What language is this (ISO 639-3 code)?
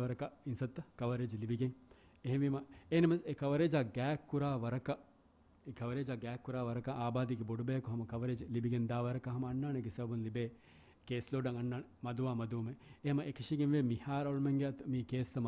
div